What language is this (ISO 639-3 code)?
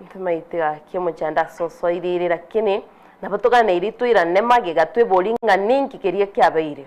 guz